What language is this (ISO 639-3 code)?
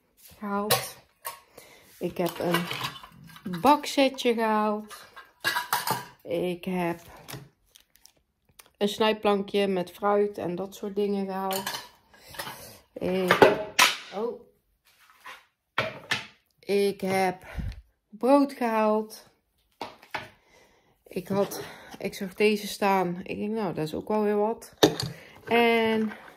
nld